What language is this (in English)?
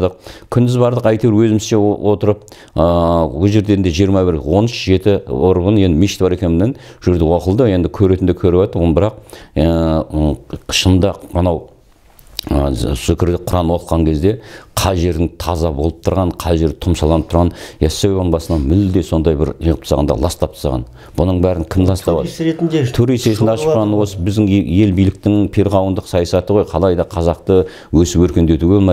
Kazakh